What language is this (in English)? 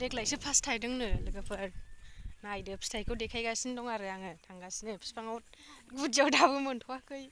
Bodo